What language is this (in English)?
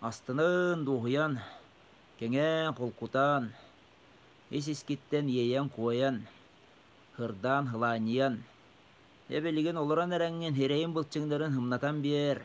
Yakut